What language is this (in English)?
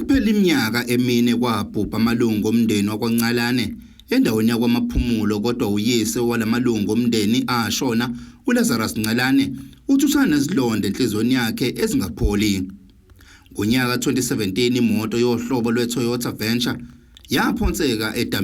Zulu